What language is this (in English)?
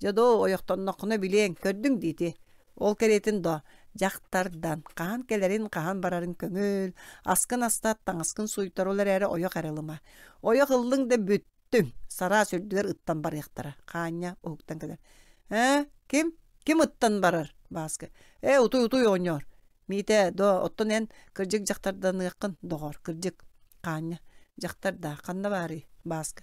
Yakut